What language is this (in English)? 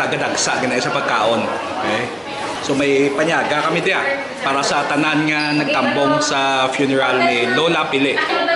Hiligaynon